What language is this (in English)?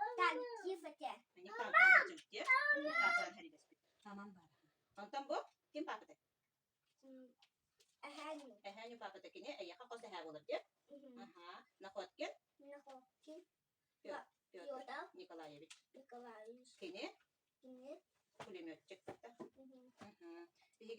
Yakut